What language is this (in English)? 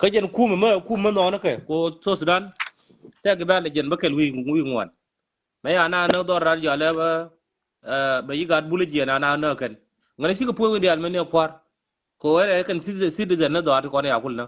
Nuer